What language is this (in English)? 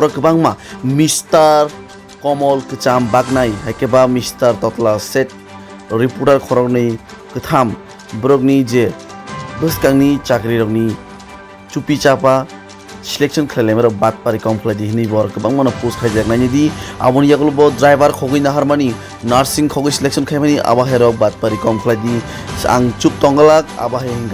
Kok Borok